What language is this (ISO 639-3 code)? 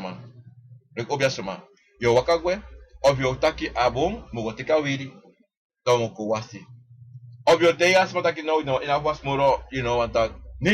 srn